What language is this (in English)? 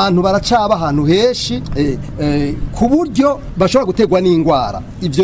Rundi